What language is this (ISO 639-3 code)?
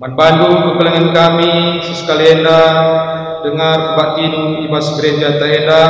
btx